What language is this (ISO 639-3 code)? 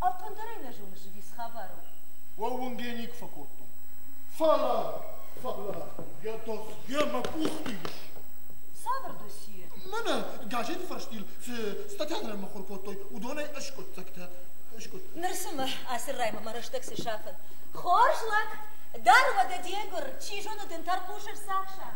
oss